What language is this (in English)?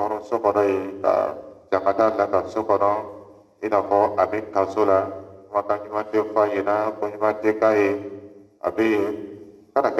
Dyula